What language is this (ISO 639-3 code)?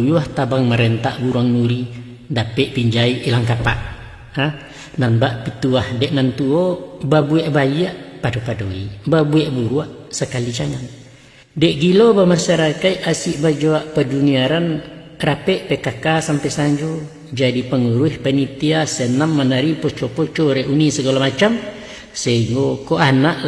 min